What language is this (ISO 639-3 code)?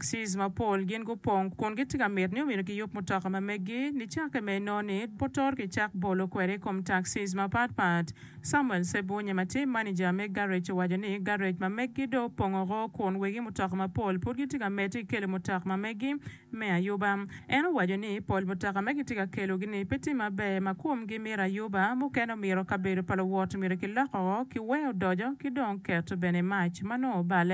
ach